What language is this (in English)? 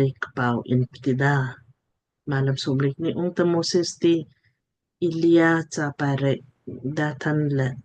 Lamkang